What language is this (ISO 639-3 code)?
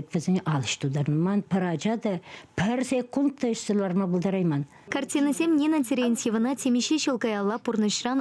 chv